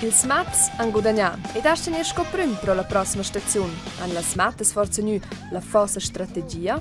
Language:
Romansh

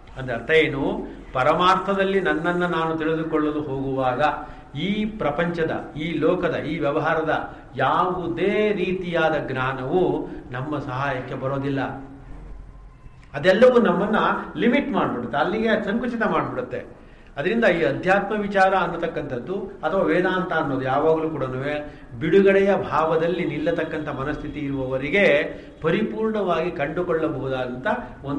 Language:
Kannada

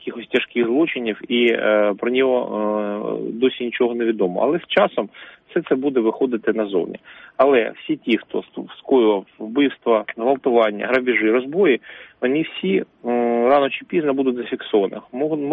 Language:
Ukrainian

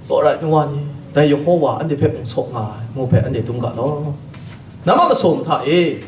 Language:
Kachin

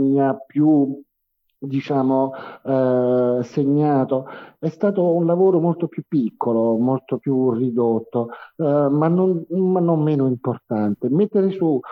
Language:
Italian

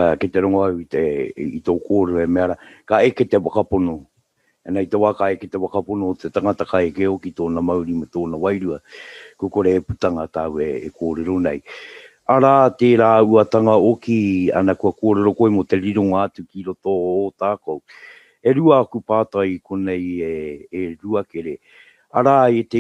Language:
Māori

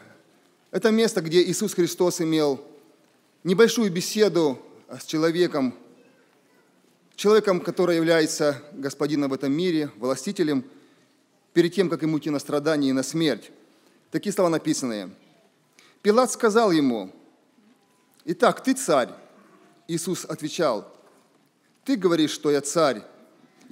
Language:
Russian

